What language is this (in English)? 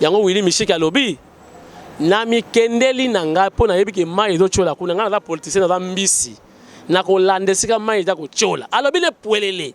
Lingala